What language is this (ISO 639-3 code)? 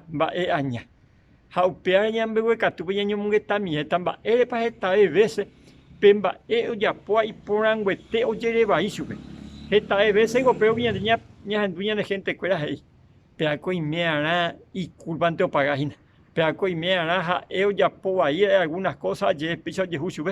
grn